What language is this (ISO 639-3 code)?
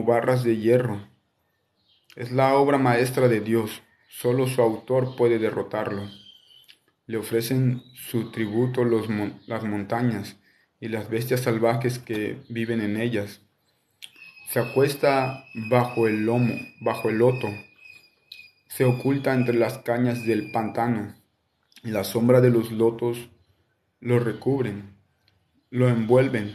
spa